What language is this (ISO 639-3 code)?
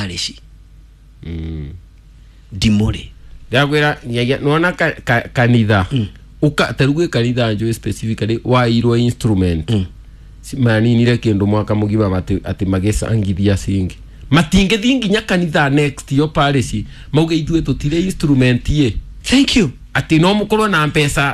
kik